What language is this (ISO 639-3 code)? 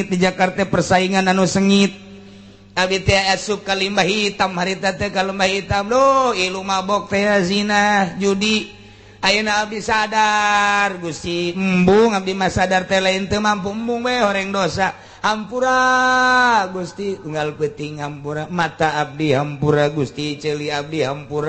sun